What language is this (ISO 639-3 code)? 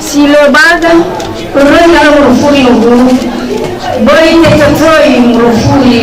nia